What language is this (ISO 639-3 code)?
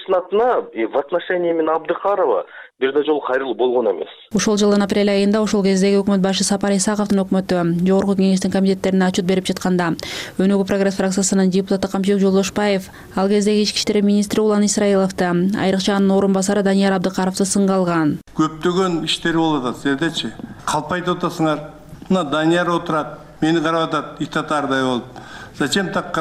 kir